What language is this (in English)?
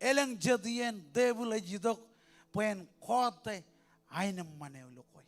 Marshallese